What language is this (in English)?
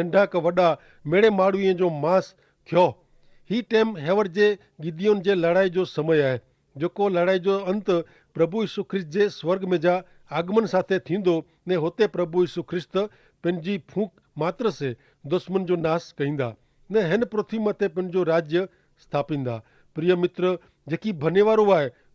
Kachhi